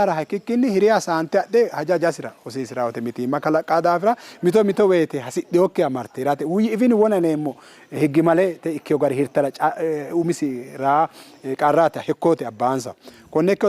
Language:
Sidamo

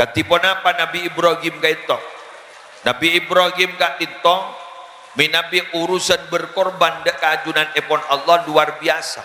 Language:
Madurese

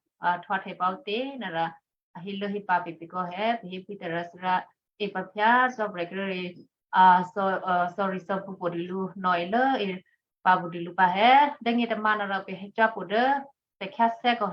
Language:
Western Kayah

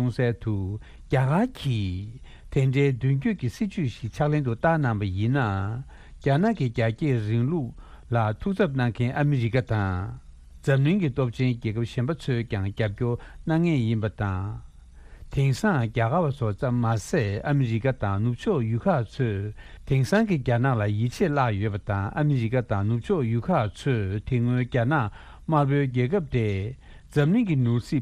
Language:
Tibetan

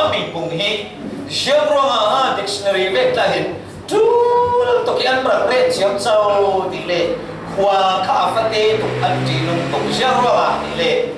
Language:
Falam Chin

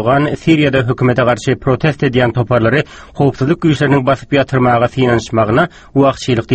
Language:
Turkmen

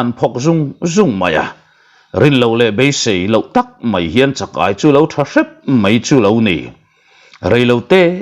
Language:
Mizo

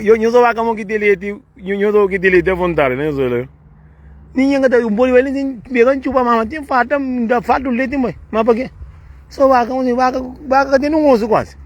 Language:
Kabuverdianu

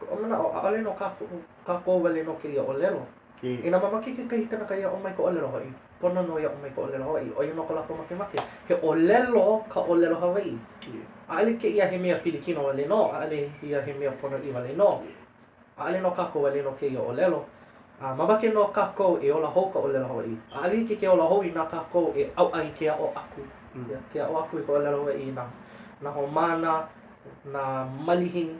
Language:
Hawaiian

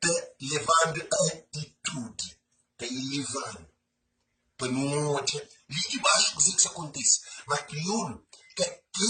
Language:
Kabuverdianu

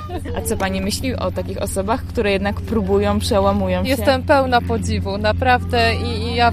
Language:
Polish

